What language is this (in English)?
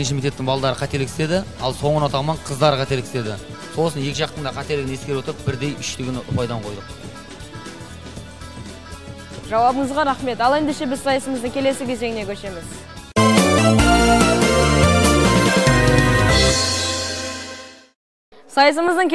Kazakh